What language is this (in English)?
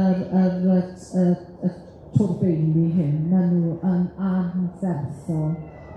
Welsh